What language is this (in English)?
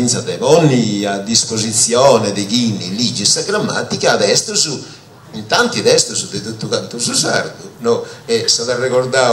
Sardinian